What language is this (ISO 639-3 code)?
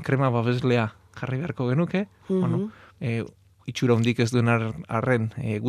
eus